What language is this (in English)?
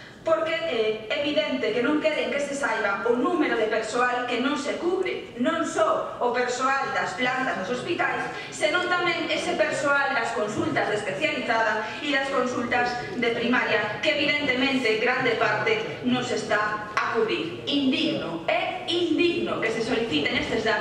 Galician